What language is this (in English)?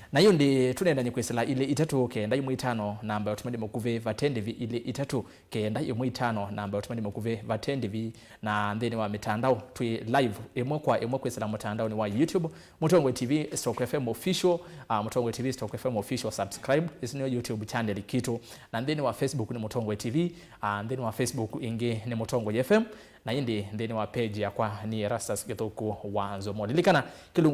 Kamba